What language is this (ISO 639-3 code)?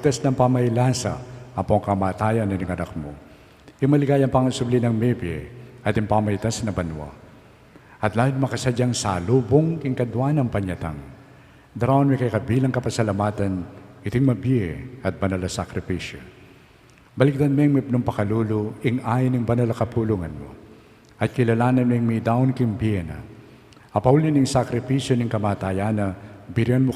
pam